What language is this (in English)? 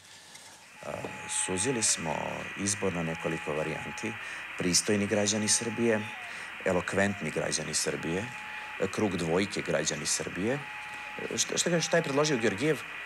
Serbian